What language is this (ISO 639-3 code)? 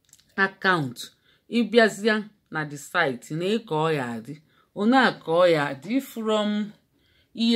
ibo